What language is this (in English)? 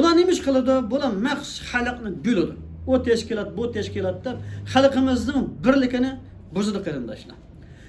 Uyghur